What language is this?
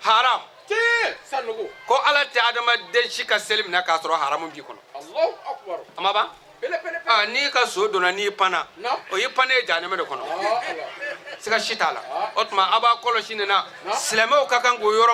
Bambara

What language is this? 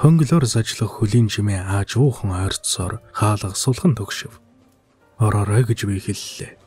Mongolian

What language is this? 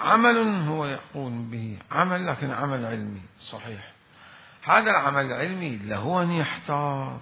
Mesopotamian Arabic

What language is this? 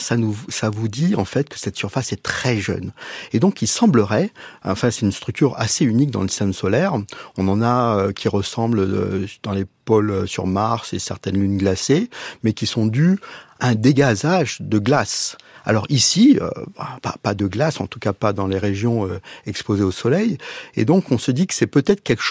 French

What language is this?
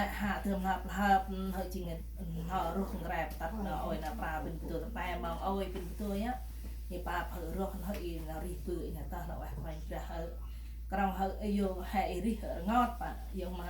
Central Mnong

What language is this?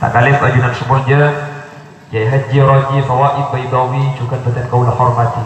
Madurese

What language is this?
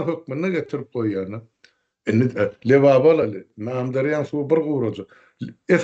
Turkmen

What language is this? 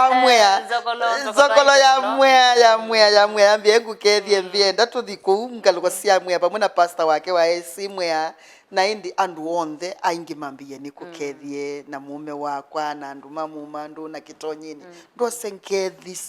Kamba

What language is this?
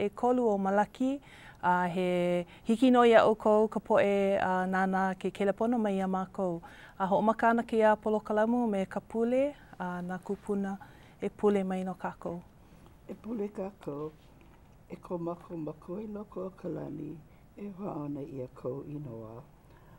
Hawaiian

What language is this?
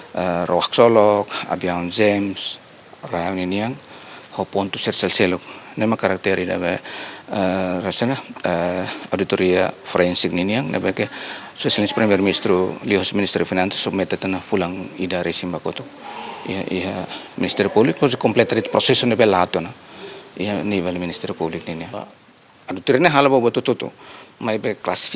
Tetum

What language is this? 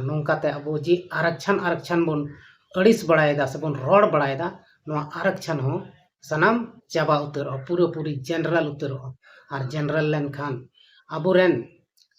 Santali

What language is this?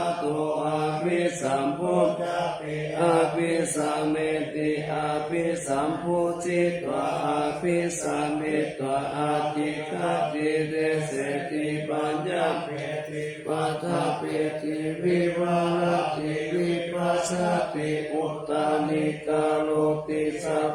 Pali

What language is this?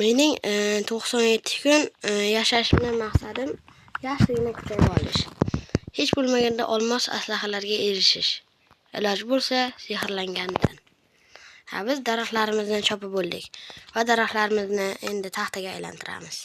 Uzbek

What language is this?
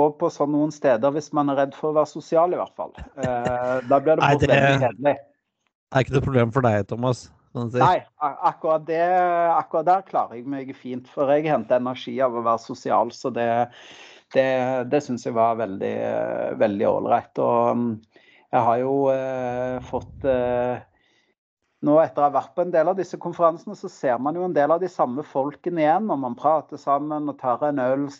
Norwegian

